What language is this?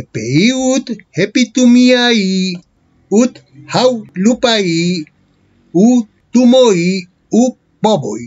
Ancient Greek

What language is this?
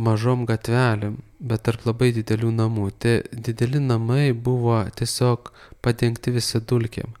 Lithuanian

